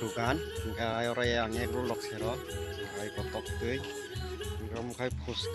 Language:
Kok Borok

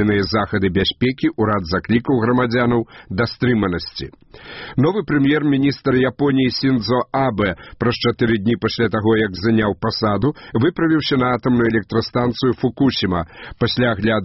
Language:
Belarusian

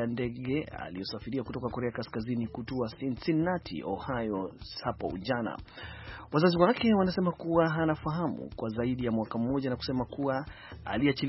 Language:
Swahili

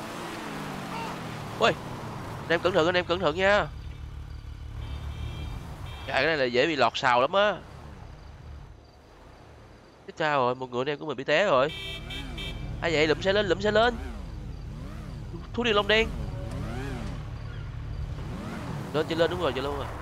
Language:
Vietnamese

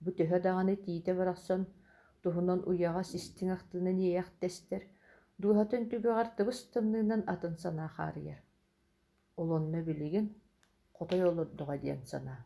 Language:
Yakut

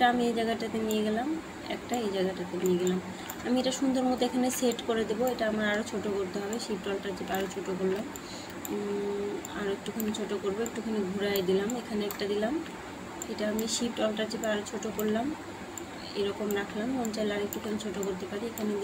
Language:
Bangla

